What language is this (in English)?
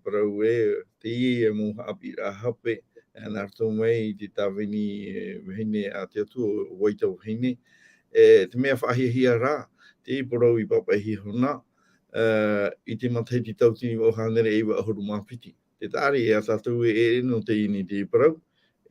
Tahitian